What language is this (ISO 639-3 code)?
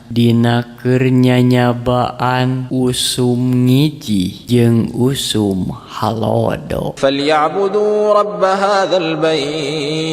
sun